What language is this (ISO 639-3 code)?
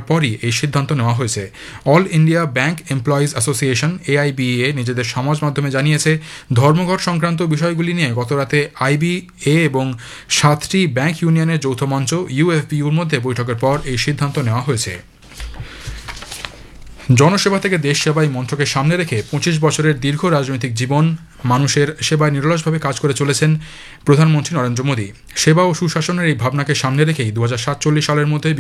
ben